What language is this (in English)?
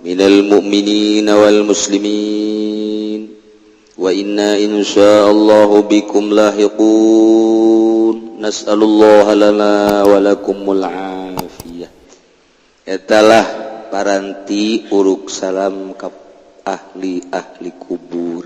Sundanese